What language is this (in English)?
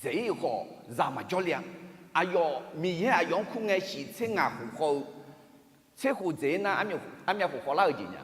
Akha